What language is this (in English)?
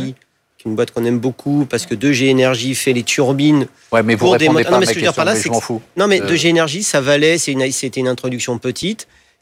French